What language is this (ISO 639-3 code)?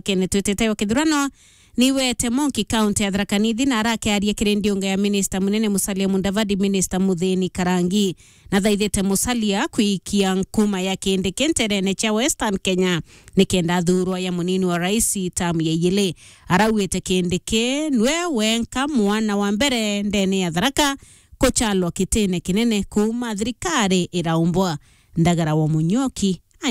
mer